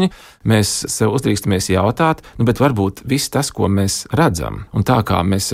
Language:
Latvian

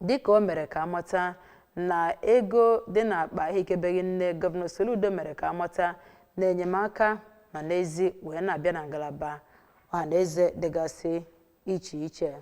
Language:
Igbo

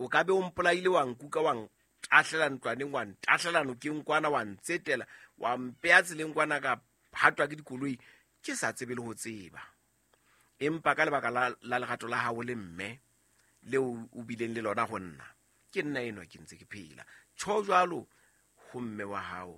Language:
Southern Sotho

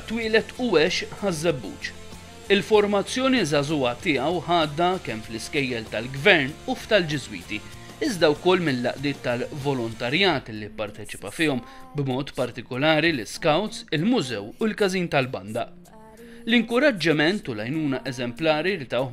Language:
Maltese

